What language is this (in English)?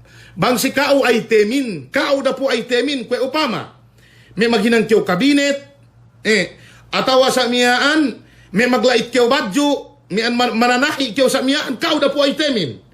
Yakan